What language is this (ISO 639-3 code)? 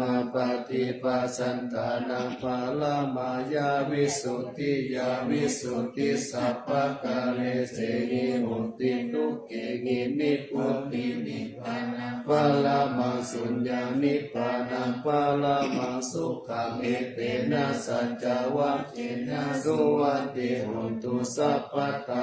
pli